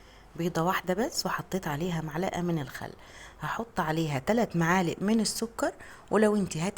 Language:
Egyptian Arabic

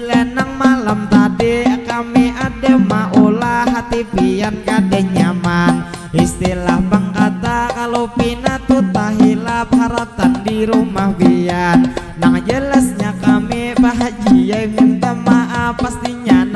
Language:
Banjar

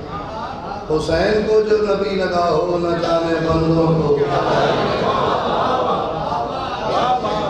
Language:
Urdu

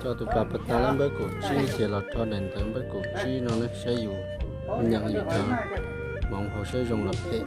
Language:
Hmong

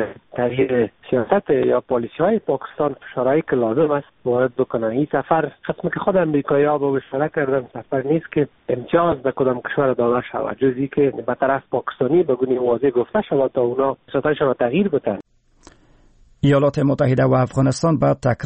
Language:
Persian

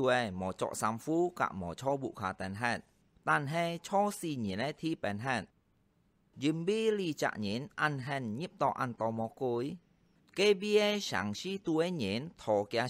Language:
Hakka Chinese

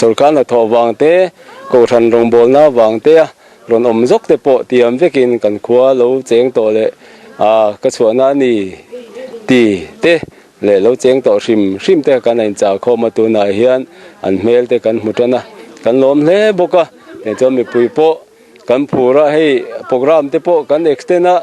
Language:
Mizo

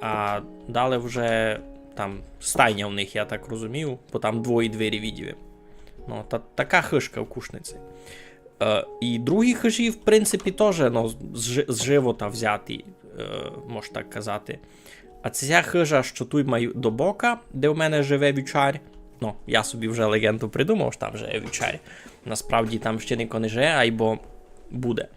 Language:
Rusyn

